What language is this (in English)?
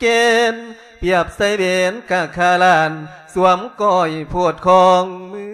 Lao